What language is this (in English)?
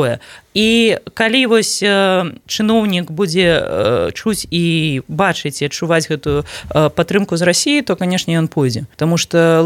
Belarusian